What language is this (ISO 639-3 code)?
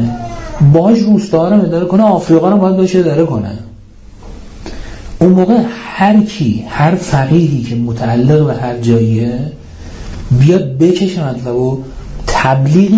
fas